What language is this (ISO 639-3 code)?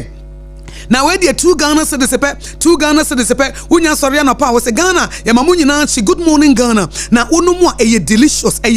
aka